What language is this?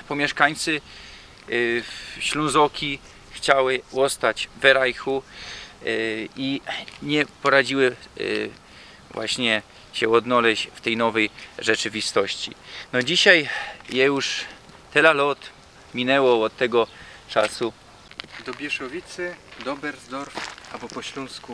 Silesian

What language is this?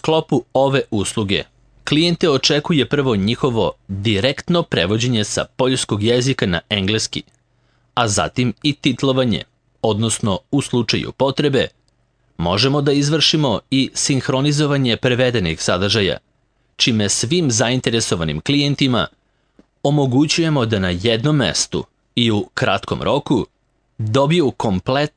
Serbian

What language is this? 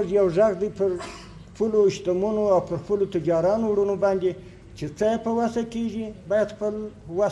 Pashto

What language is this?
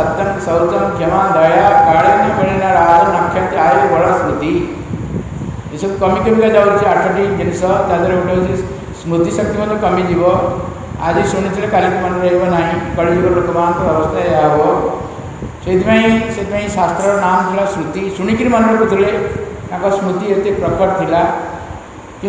Odia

